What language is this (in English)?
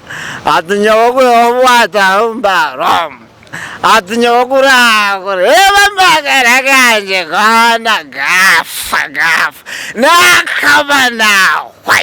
Nyankole